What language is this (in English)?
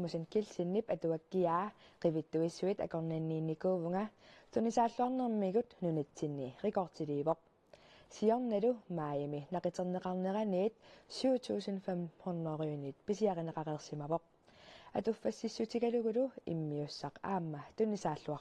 Kalaallisut